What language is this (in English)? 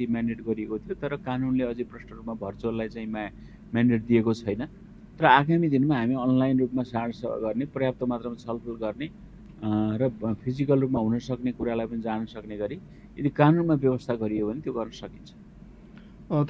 Nepali